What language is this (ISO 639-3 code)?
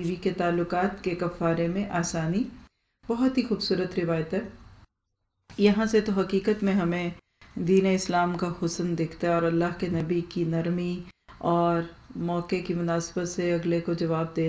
urd